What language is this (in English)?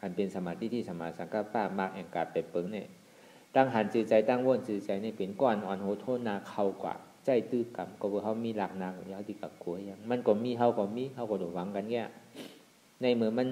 Shan